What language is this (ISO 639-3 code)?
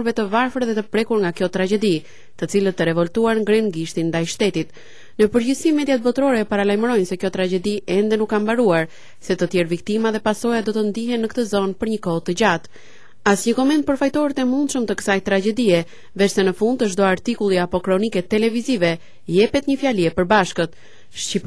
sqi